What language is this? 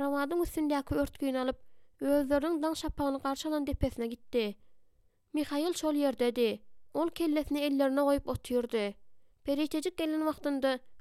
Turkmen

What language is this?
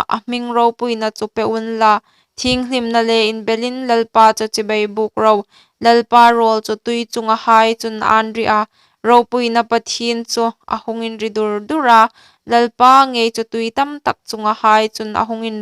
Hmar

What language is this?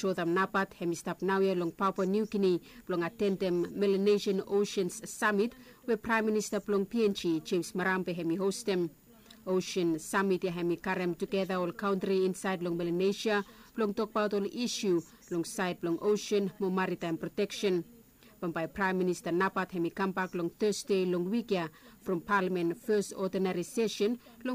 Bislama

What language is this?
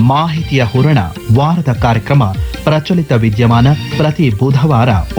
Kannada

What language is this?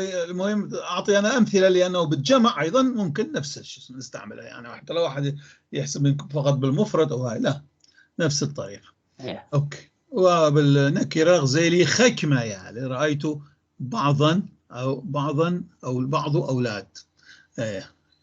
North Levantine Arabic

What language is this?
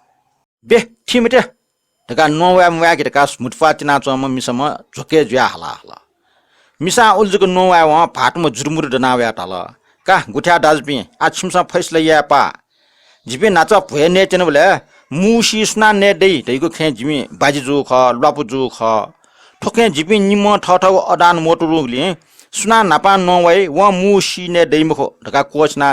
Newari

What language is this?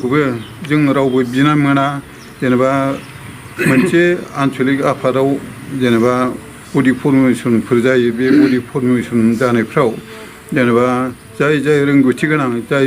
Bodo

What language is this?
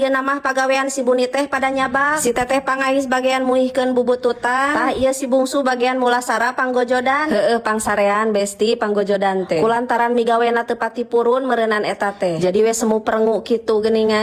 Sundanese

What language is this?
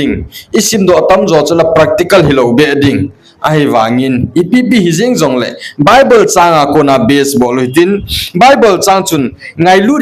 Thado Chin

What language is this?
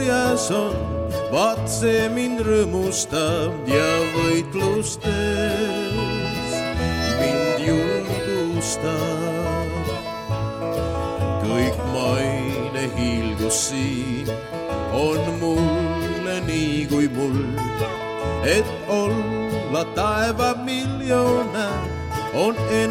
Estonian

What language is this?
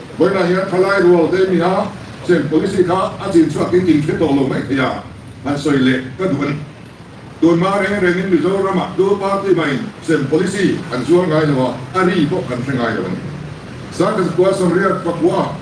Mizo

